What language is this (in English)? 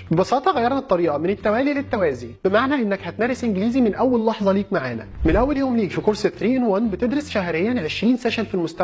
Egyptian Arabic